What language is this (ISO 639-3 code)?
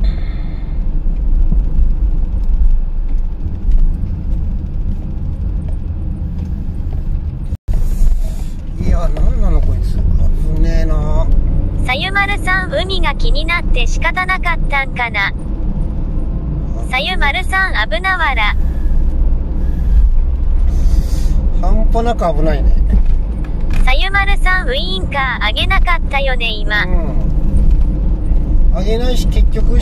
jpn